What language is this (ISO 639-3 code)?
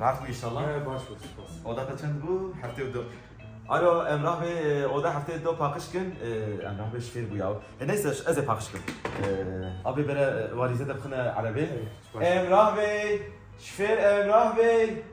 kur